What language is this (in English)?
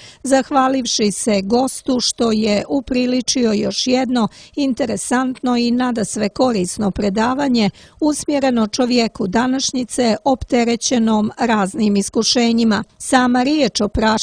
Croatian